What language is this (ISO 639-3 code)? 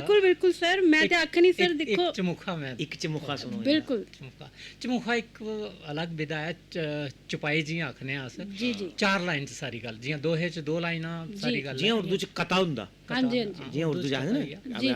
doi